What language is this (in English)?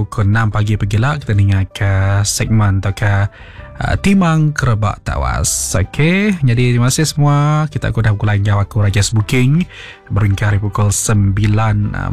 Iban